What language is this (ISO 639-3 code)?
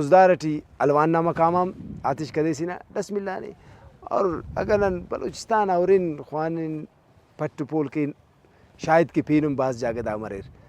brh